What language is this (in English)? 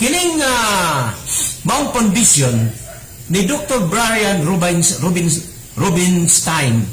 Cebuano